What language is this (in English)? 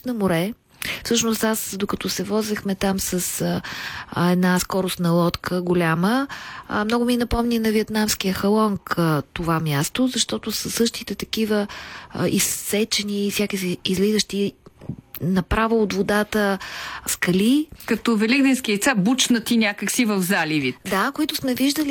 Bulgarian